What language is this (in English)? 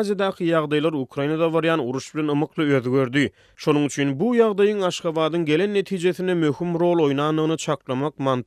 Turkmen